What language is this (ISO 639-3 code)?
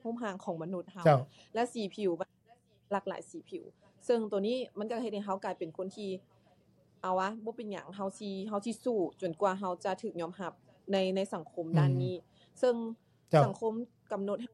lao